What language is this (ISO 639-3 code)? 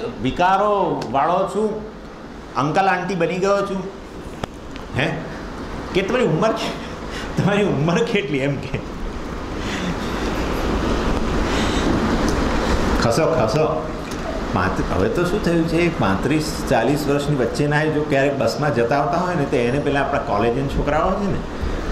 guj